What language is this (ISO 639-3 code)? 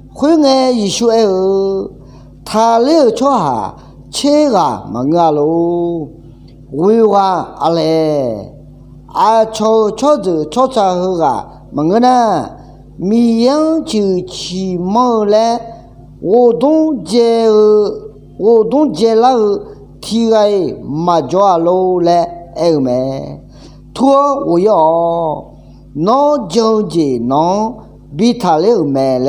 ahk